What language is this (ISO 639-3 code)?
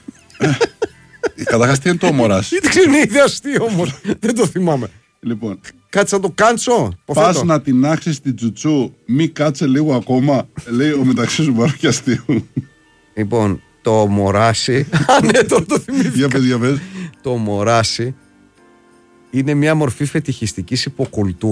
ell